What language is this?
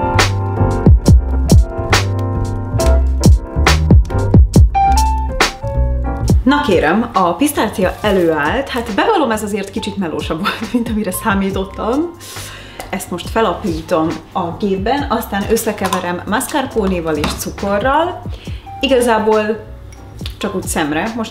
Hungarian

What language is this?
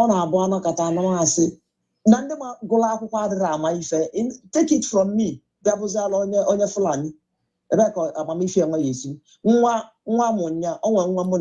Igbo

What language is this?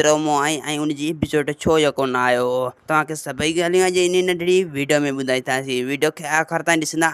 Sindhi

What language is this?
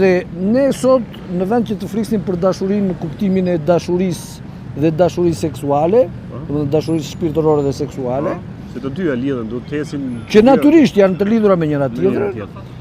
Albanian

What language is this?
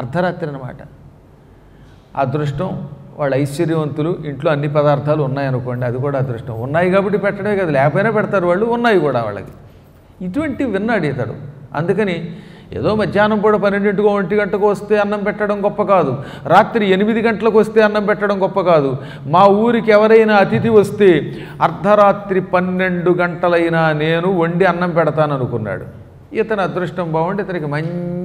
Telugu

